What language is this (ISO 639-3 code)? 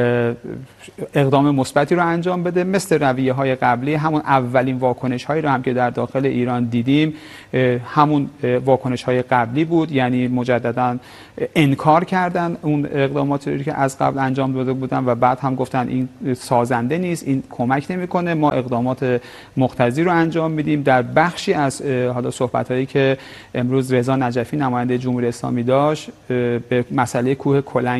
fas